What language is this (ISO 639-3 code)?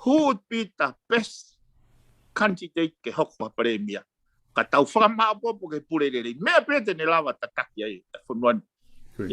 ton